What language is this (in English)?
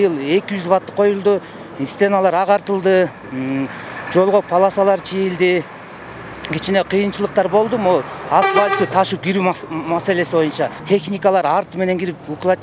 Kyrgyz